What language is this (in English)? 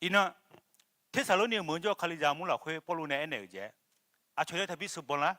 Akha